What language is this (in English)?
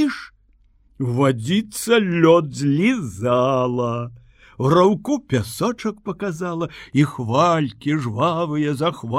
Belarusian